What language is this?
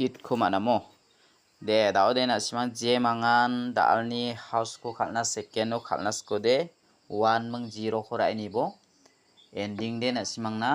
Garo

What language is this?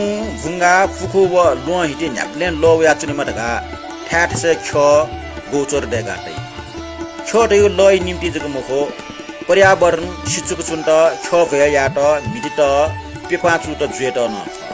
Newari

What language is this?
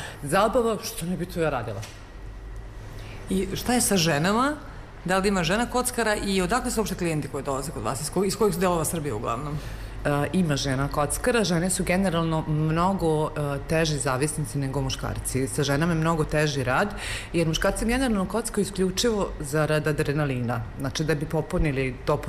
Serbian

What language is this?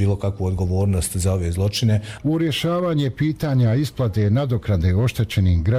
Bosnian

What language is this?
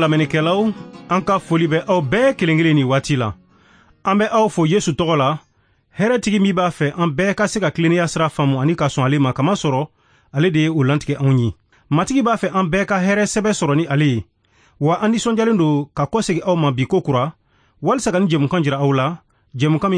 Bambara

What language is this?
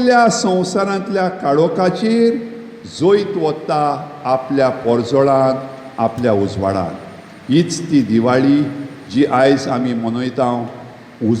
Konkani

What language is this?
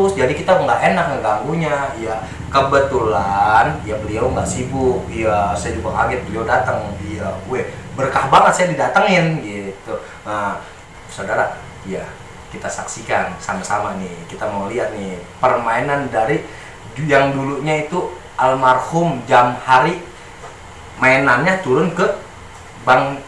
Betawi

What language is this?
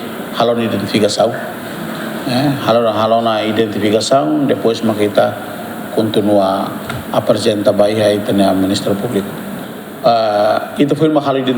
Tetum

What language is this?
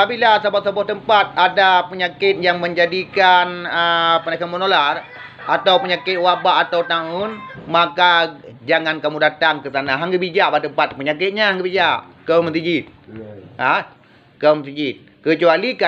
Achinese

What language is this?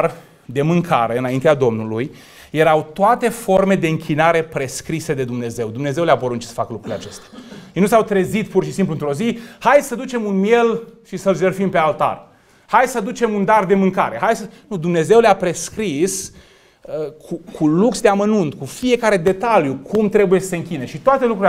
Romanian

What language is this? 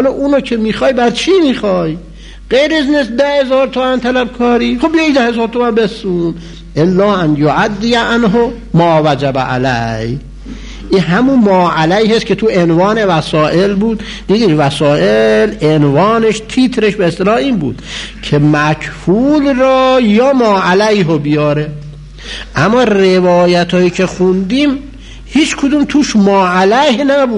Persian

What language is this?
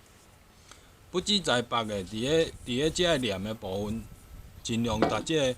Min Nan Chinese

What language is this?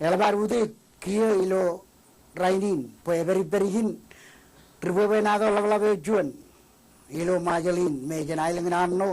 Marshallese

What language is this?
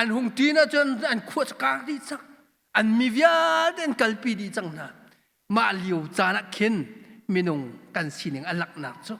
Hakha Chin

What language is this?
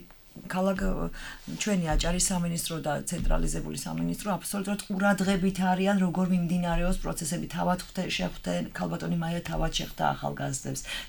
Georgian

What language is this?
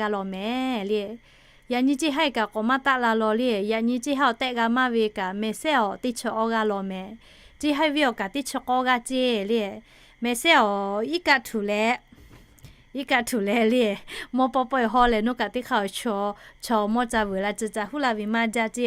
Lahu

